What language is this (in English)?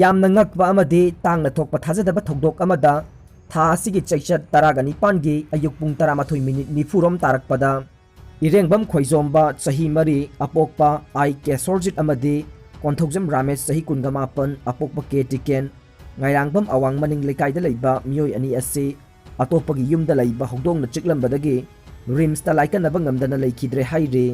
Manipuri